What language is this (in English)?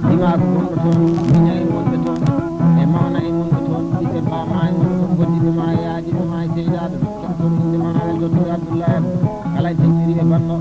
Fula